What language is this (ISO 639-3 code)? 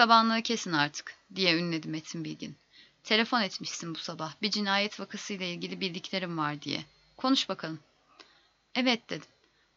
tur